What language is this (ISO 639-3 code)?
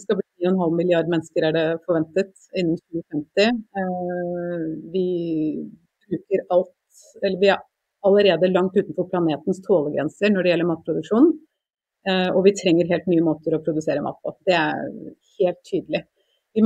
nor